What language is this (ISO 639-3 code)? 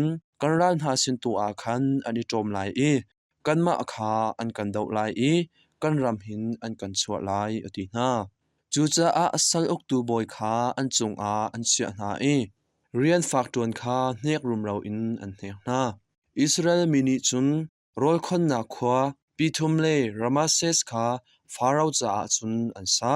cnh